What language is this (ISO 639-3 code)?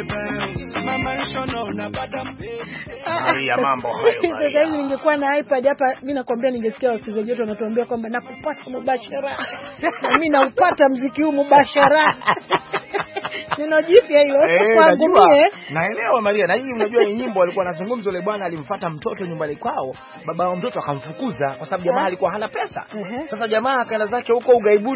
swa